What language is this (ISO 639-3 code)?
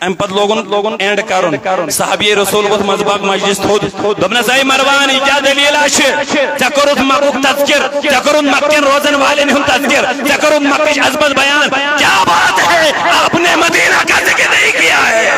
kas